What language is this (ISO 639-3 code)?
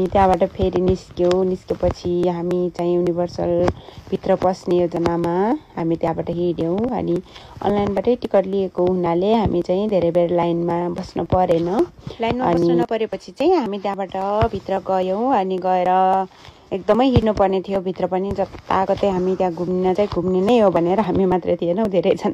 nep